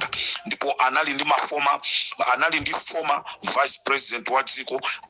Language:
Nyanja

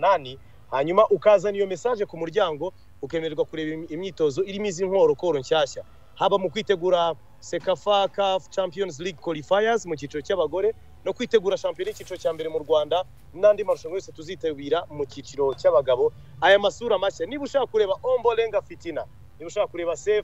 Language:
Kinyarwanda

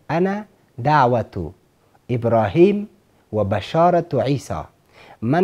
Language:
Persian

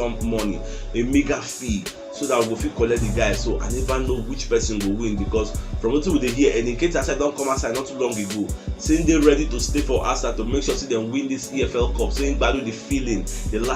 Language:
Nigerian Pidgin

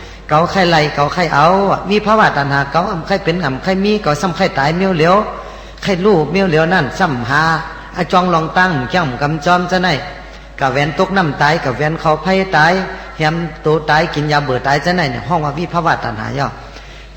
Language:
Shan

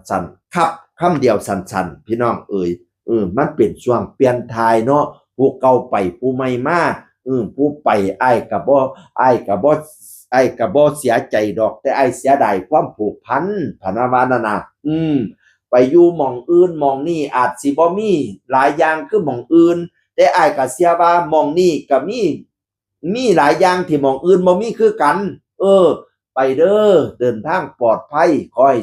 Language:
Northeastern Thai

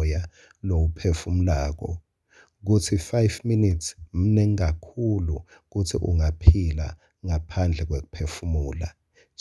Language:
Swati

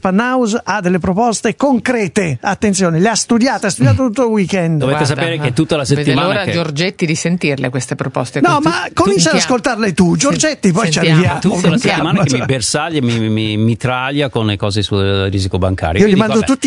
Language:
Italian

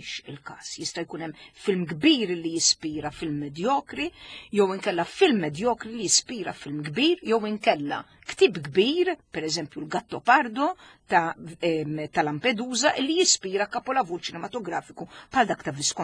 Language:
Maltese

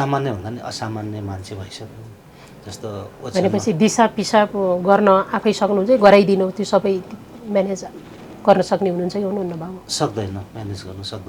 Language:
Nepali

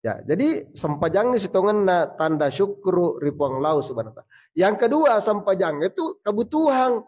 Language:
Buginese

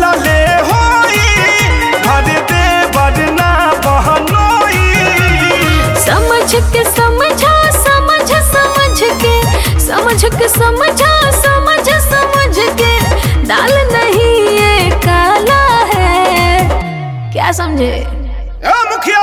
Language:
Bhojpuri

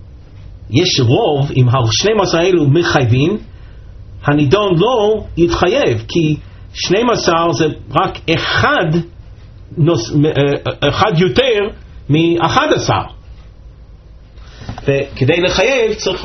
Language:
Hebrew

